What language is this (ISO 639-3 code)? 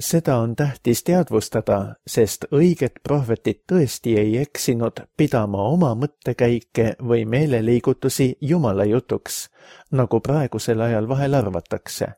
est